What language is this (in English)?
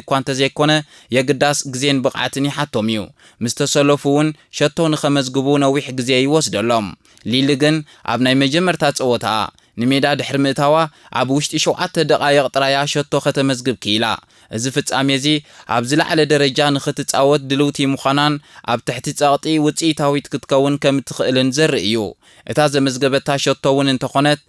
Tigrinya